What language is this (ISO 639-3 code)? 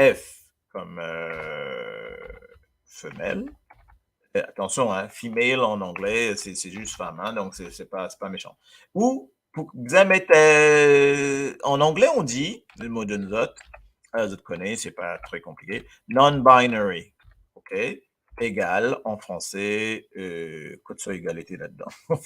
mfe